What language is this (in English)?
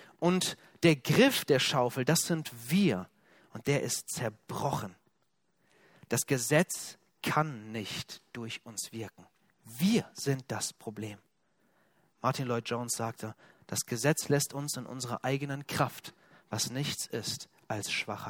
German